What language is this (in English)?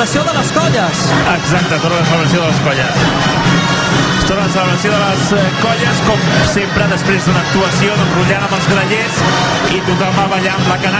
Catalan